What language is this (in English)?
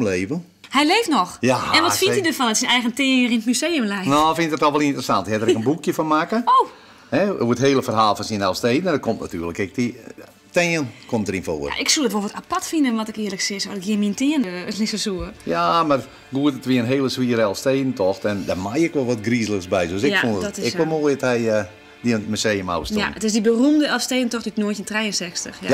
Western Frisian